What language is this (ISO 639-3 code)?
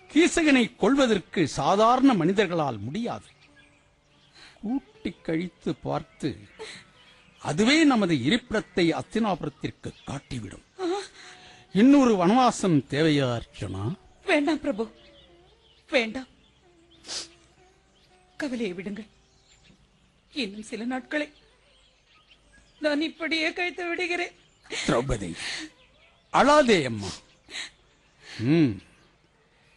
tam